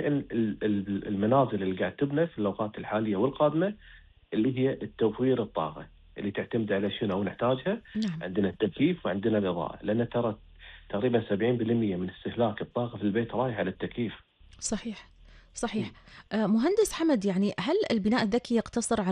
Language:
Gulf Arabic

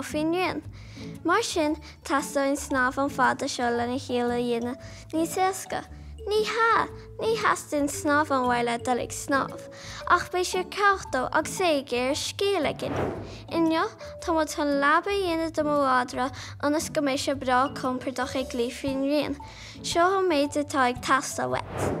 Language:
Irish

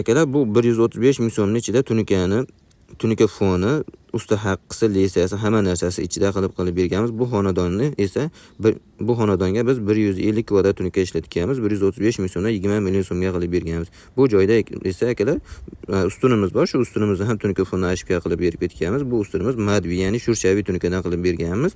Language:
Uzbek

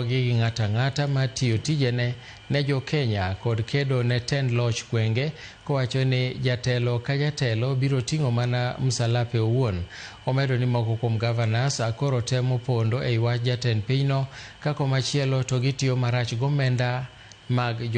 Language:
Luo (Kenya and Tanzania)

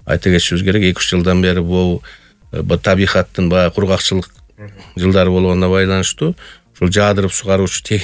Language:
Kyrgyz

